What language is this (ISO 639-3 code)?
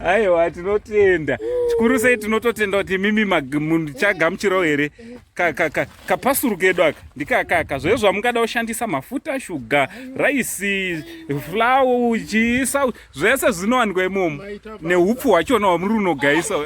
sna